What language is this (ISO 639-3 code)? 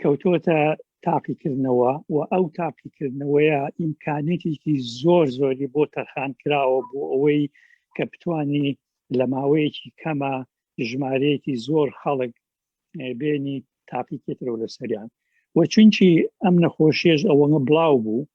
ckb